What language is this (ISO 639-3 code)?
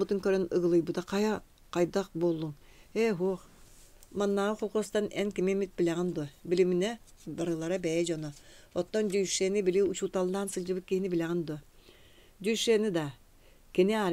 sah